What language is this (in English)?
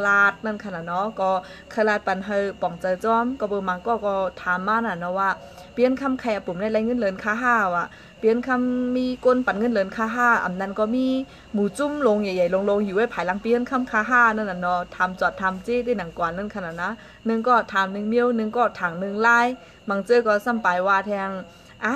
Shan